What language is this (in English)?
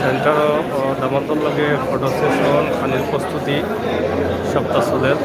Sylheti